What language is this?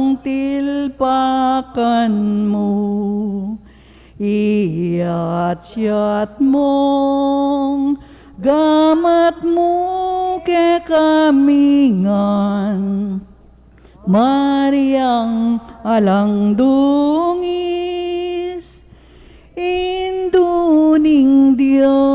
Pampanga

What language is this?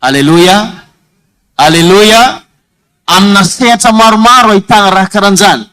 Malagasy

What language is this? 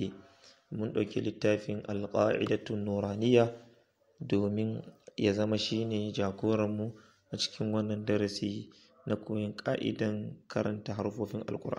Hausa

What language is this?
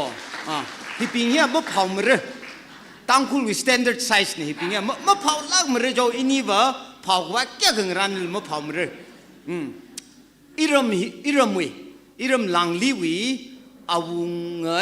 Tangkhul Naga (India)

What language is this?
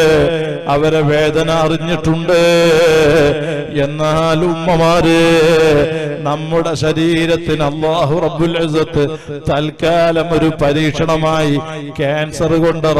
Malayalam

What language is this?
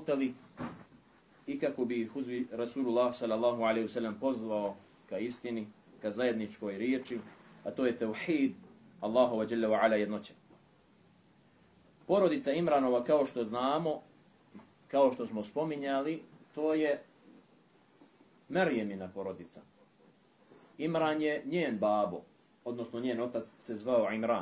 Bosnian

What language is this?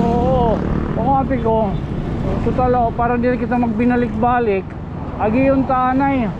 Waray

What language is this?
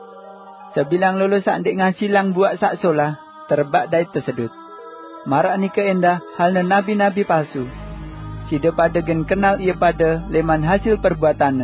Sasak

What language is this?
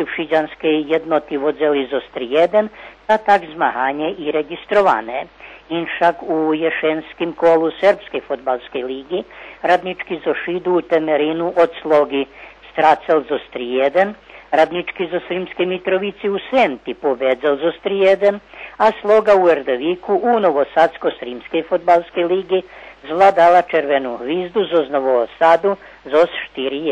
Rusyn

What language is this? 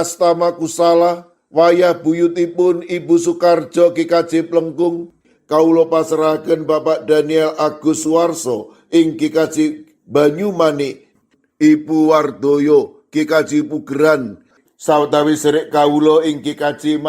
Javanese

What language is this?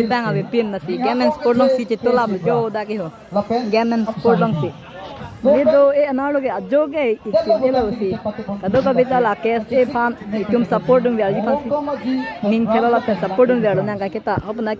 Karbi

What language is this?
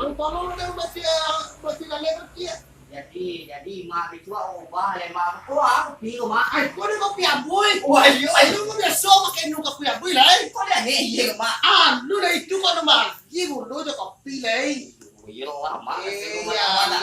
Minangkabau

